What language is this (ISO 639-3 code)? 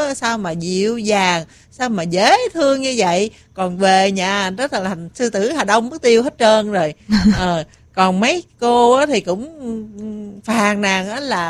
vie